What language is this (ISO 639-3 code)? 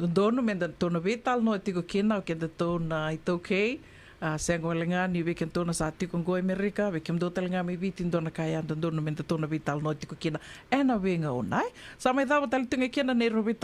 fij